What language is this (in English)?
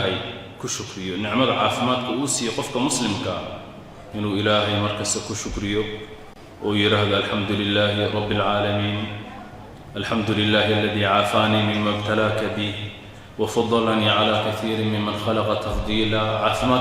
Somali